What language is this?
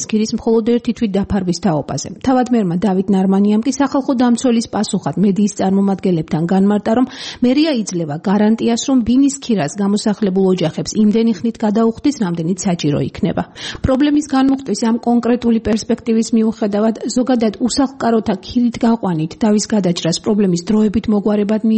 Georgian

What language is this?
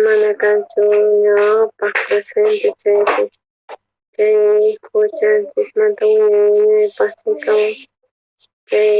South Bolivian Quechua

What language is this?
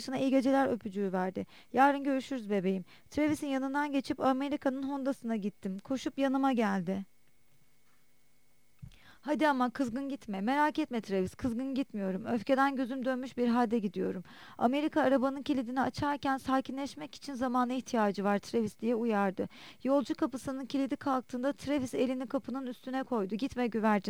Turkish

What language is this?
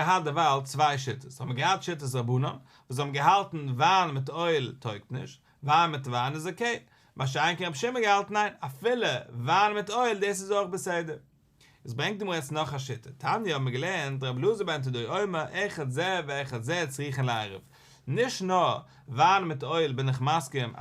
Yiddish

